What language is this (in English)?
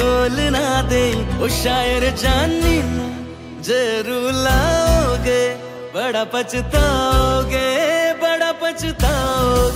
Hindi